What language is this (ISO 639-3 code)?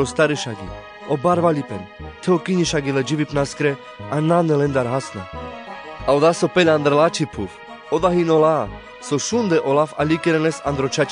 rmc